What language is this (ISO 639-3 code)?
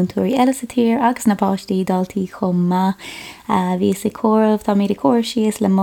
gle